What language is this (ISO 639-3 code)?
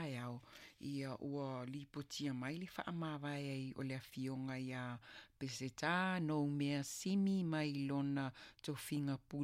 smo